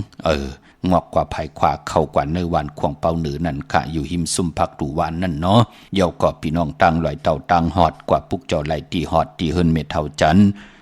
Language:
Shan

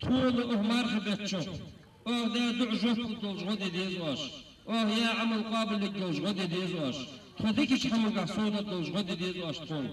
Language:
Ingush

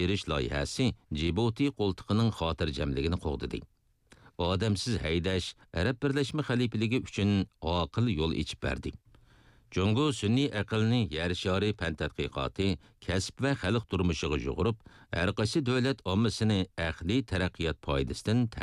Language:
Uyghur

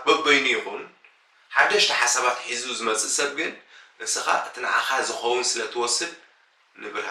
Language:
Tigrinya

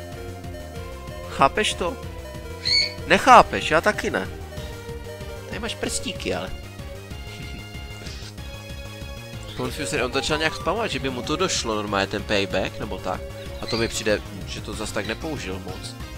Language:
Czech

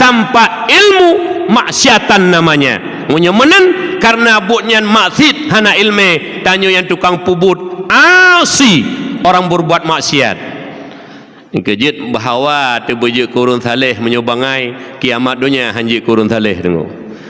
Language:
Achinese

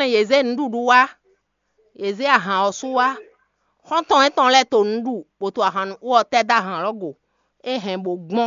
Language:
Fon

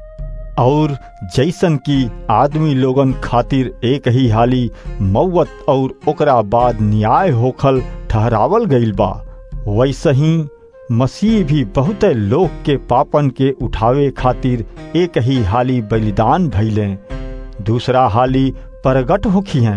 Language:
Bhojpuri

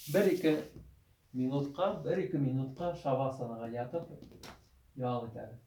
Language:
Bashkir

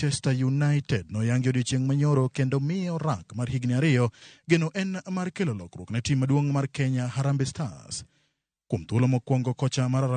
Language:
Luo (Kenya and Tanzania)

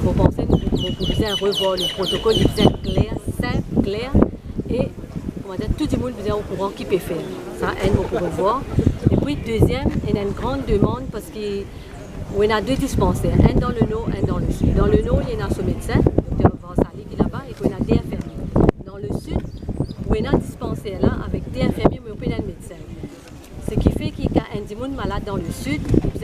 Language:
Morisyen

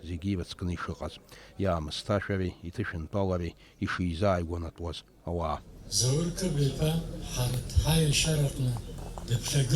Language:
Abkhazian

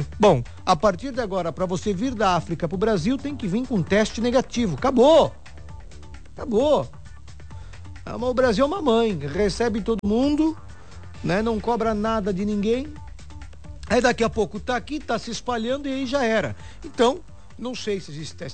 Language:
Portuguese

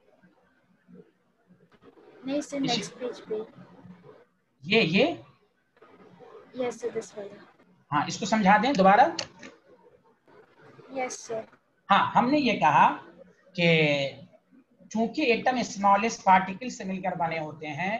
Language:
Hindi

